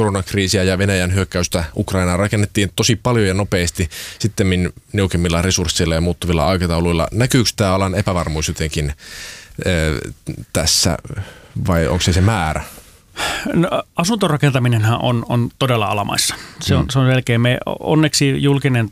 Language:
Finnish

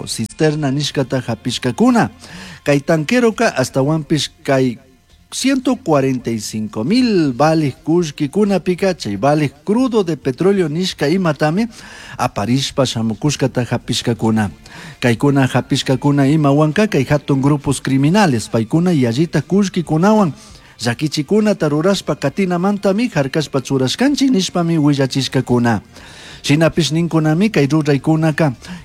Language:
Chimborazo Highland Quichua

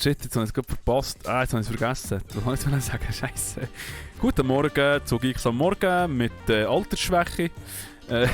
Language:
Swiss German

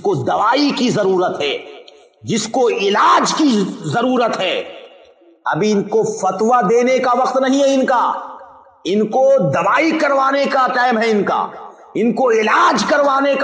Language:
Urdu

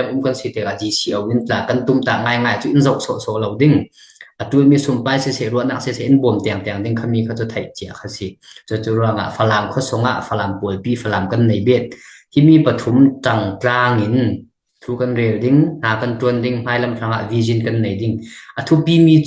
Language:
Falam Chin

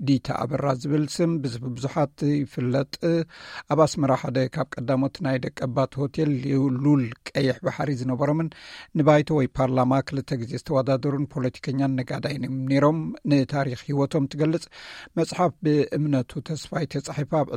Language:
Tigrinya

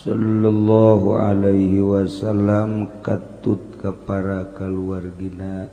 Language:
Sundanese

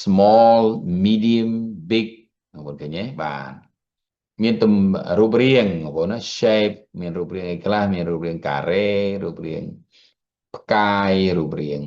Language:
Khmer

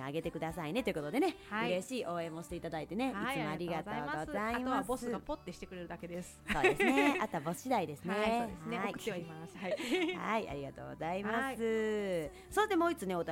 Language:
Japanese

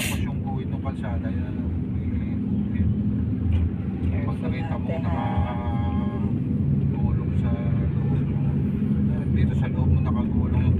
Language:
Filipino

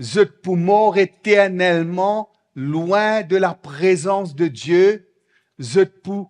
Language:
Morisyen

